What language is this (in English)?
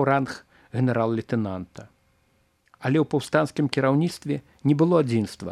Belarusian